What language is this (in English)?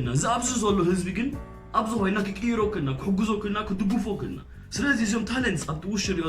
Tigrinya